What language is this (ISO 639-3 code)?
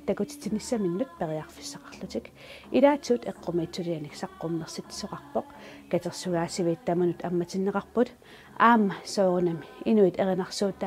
kal